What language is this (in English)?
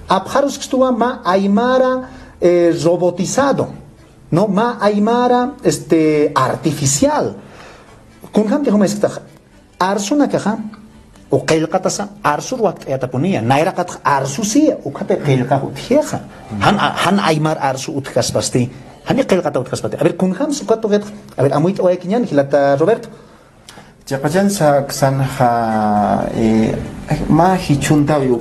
Aymara